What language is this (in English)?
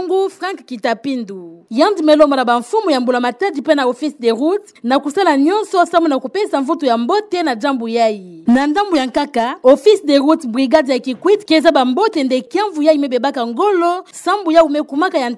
Kituba (Democratic Republic of Congo)